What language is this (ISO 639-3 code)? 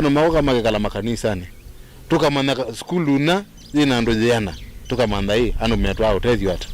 kam